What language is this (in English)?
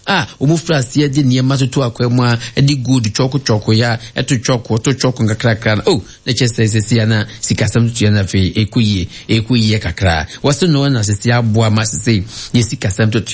Akan